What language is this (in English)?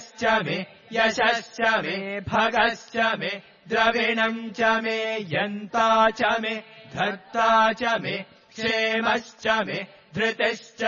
Sanskrit